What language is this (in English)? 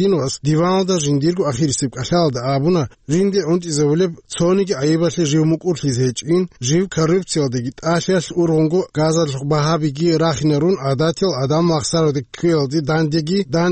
Avaric